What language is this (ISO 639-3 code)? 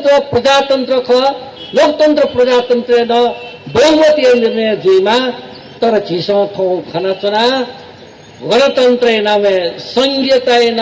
new